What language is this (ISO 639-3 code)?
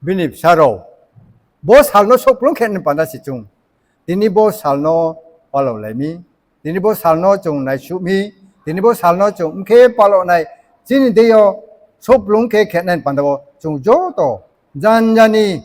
ria